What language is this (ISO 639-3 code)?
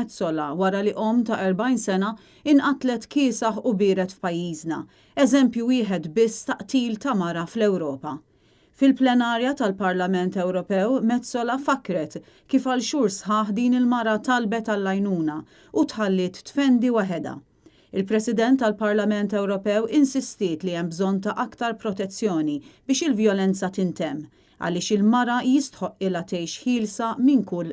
mlt